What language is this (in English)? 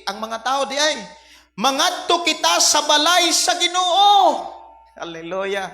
Cebuano